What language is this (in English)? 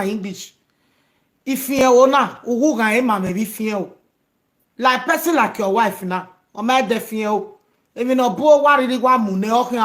Nigerian Pidgin